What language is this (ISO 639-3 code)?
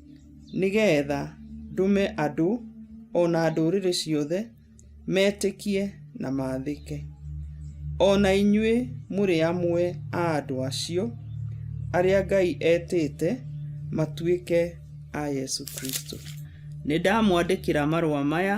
kik